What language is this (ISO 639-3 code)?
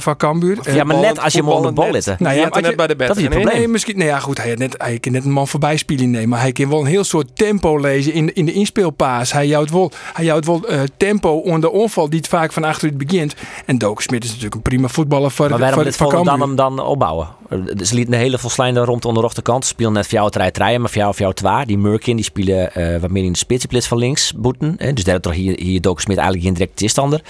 fry